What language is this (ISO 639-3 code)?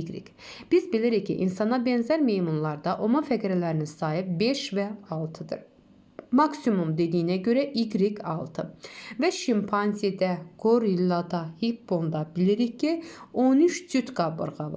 aze